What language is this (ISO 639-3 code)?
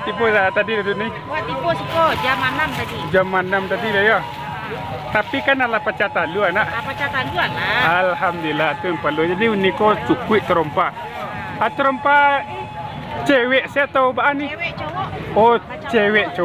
min